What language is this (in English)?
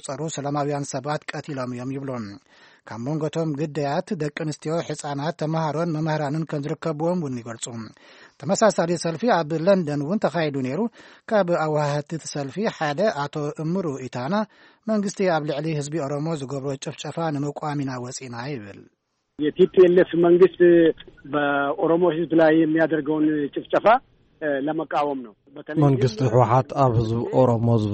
Tigrinya